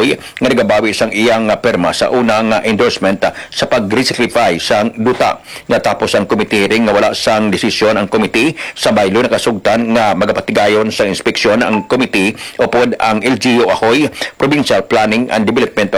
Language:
Hiligaynon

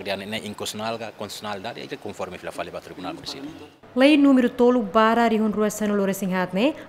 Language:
Tetum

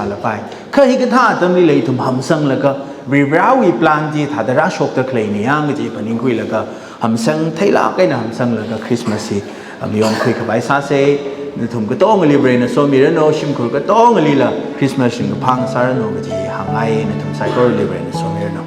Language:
Tangkhul Naga (India)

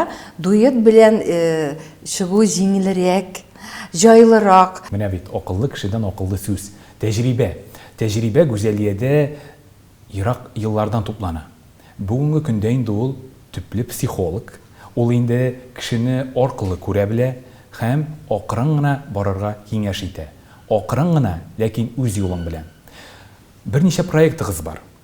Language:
Tatar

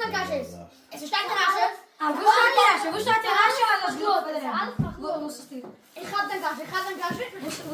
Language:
Yiddish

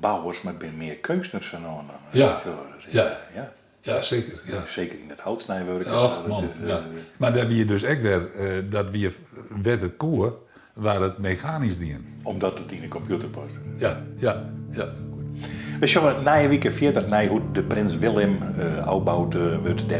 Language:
Western Frisian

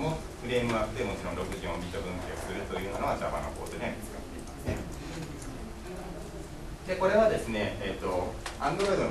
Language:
Japanese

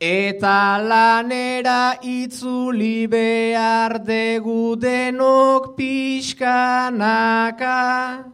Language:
Basque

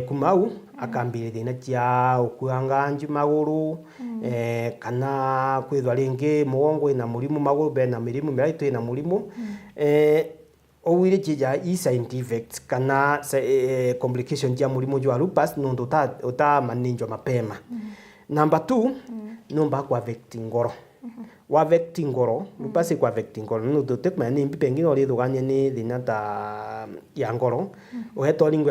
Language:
Meru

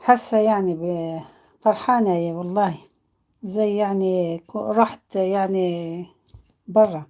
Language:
Algerian Arabic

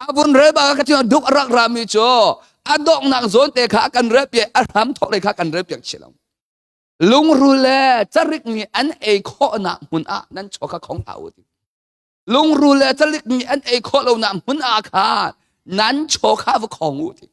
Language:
Hakha Chin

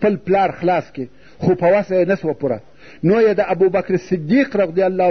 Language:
Pashto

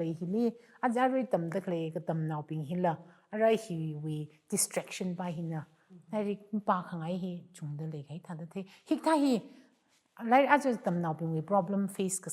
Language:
Tangkhul Naga (India)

